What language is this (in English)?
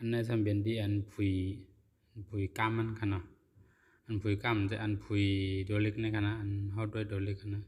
Shan